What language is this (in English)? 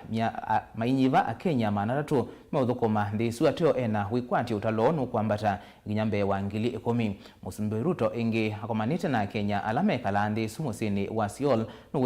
Kamba